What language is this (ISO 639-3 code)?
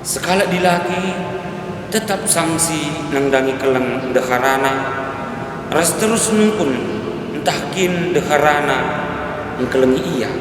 btx